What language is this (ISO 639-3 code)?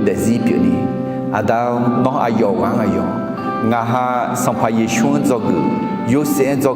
ahk